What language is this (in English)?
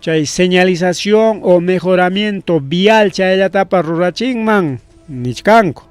Ayacucho Quechua